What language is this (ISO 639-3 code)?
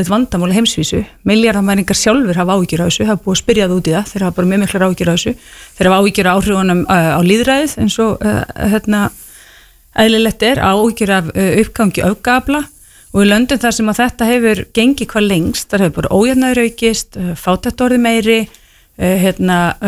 isl